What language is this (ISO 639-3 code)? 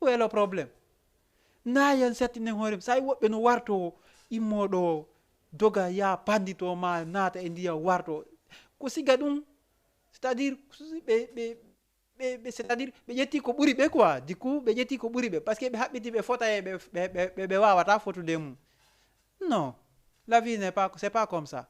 ful